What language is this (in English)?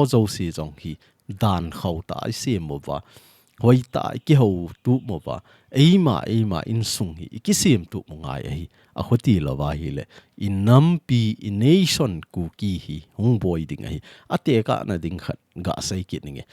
Thado Chin